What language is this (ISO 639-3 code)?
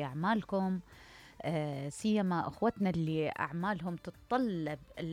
acm